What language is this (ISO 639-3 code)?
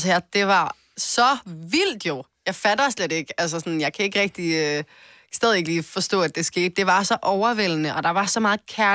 dan